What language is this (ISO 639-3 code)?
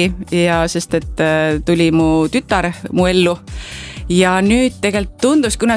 est